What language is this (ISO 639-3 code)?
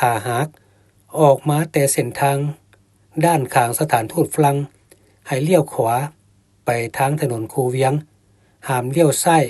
lao